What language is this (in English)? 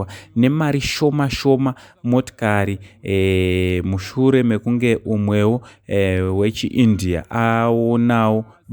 Shona